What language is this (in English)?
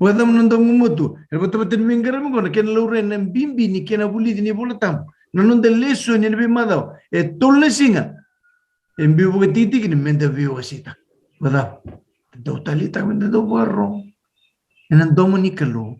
Fijian